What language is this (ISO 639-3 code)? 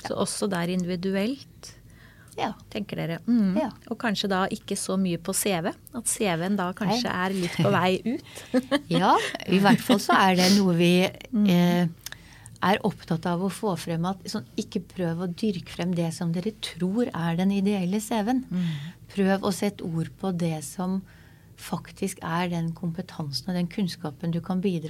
nor